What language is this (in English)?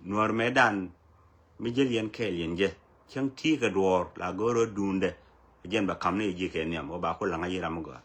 Nuer